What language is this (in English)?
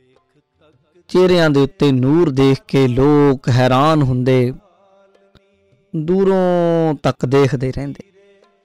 Punjabi